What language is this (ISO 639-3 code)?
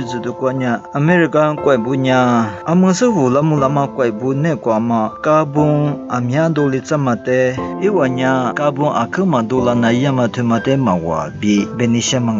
lis